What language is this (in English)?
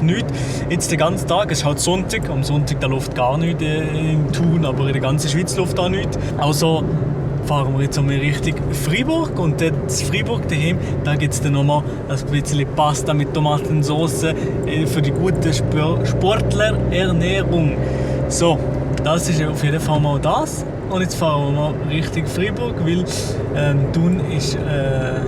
Swiss German